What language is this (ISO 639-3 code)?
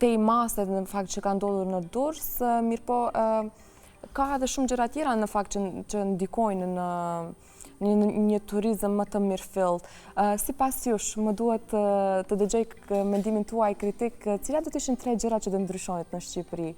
sqi